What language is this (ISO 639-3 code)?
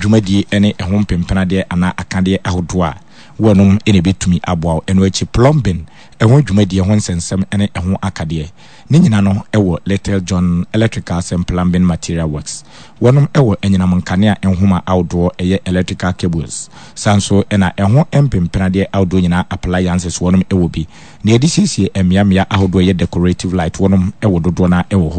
aka